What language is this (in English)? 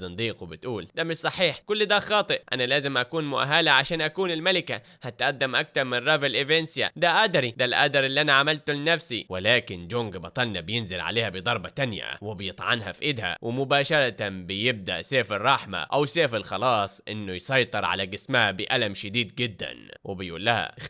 Egyptian Arabic